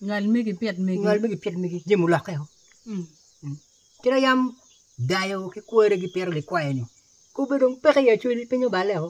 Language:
Acoli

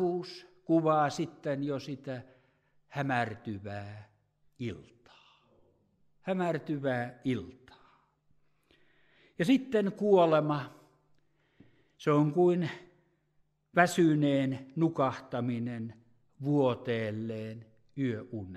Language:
Finnish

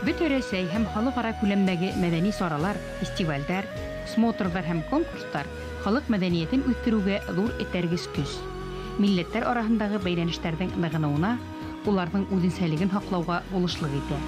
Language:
Bashkir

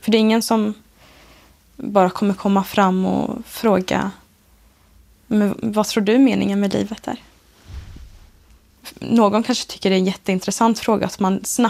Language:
Swedish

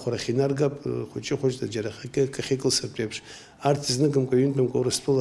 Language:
Abkhazian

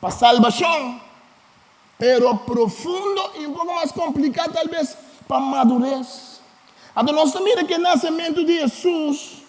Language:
Papiamento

